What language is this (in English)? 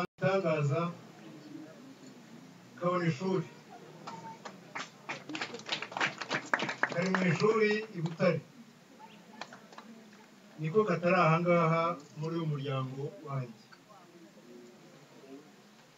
Kinyarwanda